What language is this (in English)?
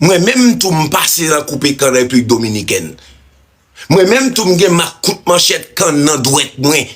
Haitian Creole